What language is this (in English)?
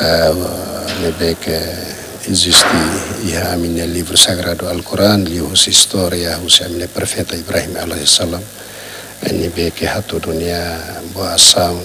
Tetum